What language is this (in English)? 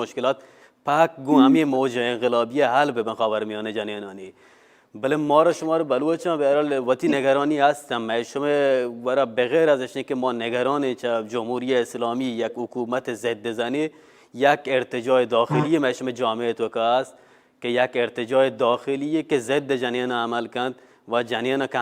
Baluchi